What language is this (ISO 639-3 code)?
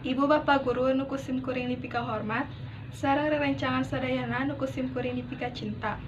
sun